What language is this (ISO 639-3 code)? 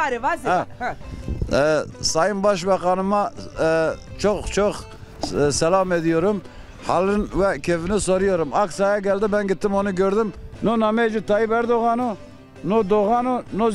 zza